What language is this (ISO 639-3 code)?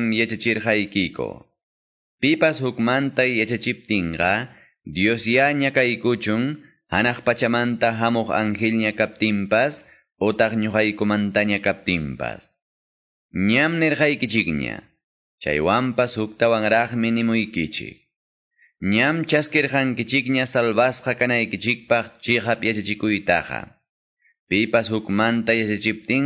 que